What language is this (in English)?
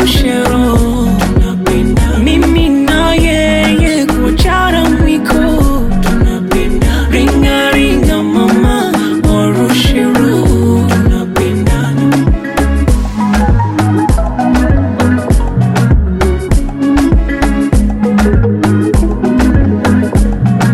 Swahili